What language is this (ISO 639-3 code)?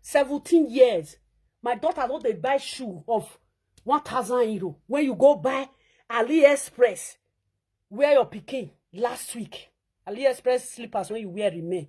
pcm